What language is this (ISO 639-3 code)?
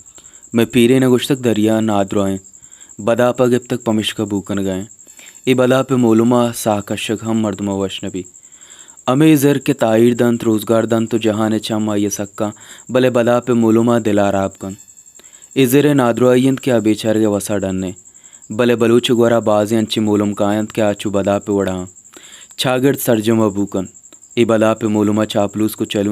bal